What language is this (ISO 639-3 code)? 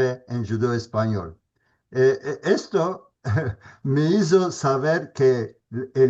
lad